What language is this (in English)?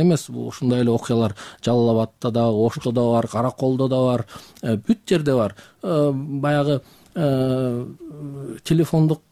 Kyrgyz